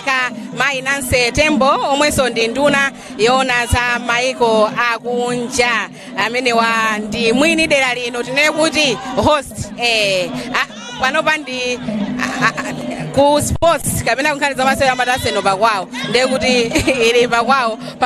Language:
Nyanja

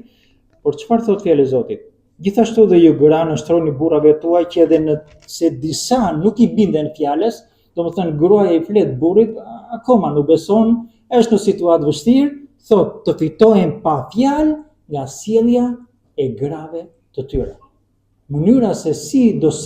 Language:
Albanian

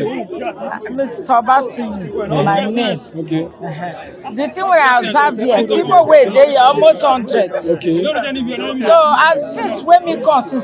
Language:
Nigerian Pidgin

